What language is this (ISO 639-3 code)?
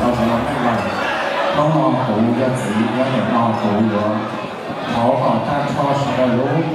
hmn